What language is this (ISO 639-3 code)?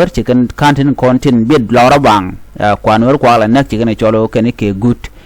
nus